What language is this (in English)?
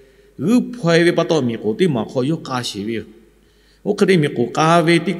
Lahu